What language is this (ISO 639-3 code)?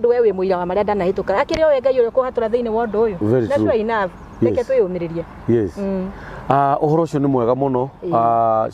kik